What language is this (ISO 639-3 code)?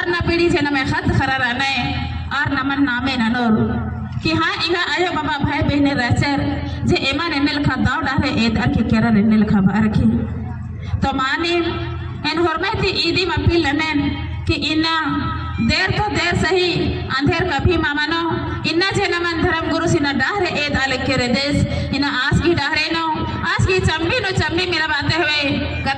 kru